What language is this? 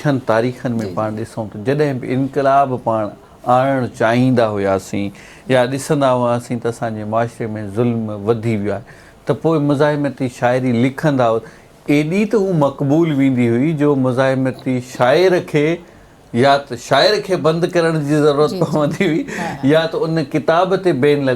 Sindhi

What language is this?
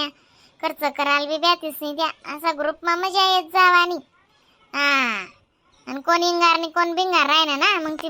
Khandesi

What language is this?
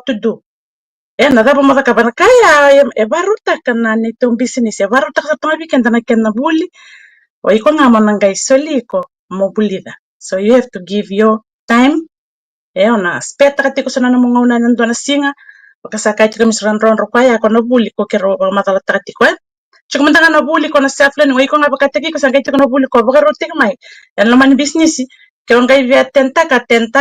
Fijian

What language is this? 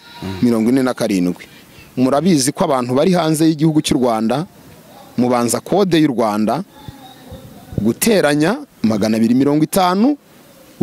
Kinyarwanda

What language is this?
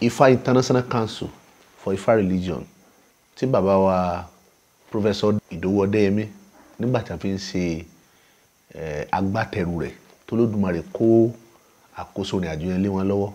Yoruba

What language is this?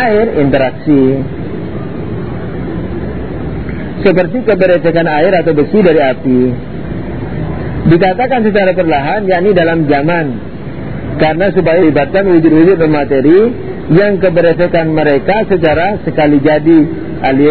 Indonesian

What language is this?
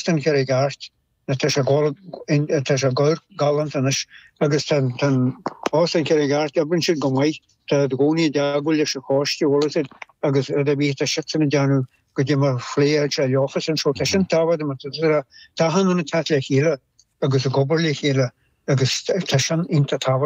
Irish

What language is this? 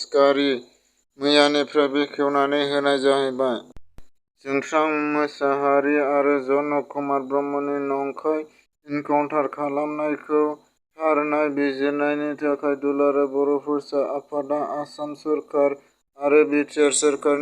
Bodo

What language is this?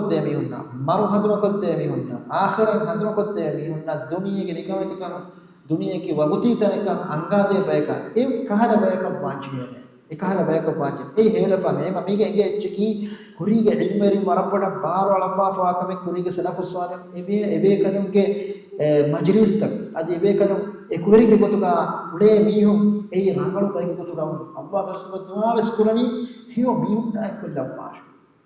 Divehi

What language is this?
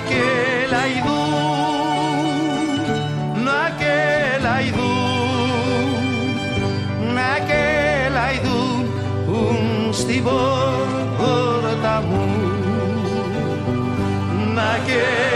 Greek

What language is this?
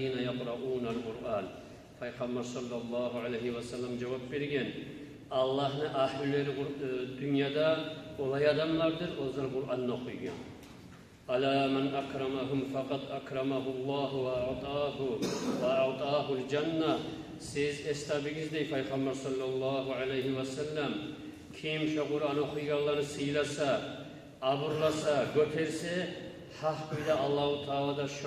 Kumyk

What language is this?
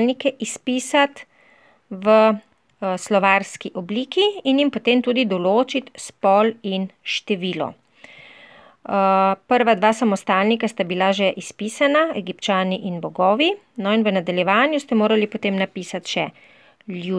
Slovenian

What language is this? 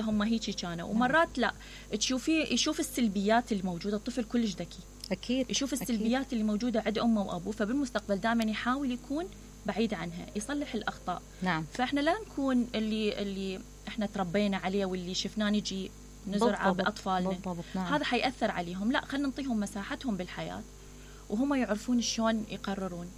Mesopotamian Arabic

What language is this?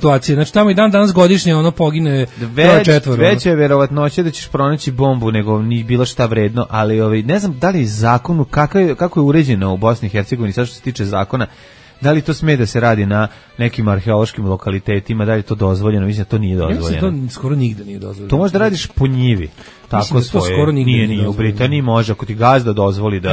Serbian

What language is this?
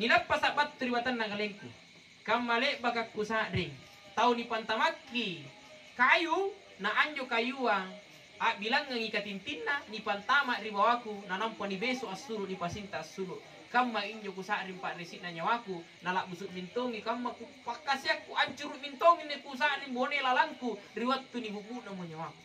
Makasar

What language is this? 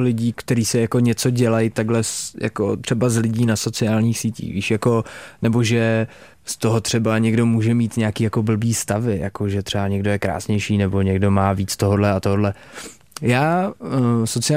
Czech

